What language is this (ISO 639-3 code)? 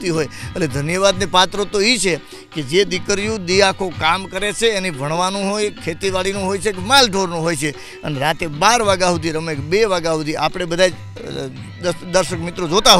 guj